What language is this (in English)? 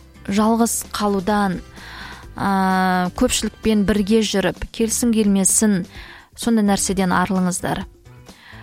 Kazakh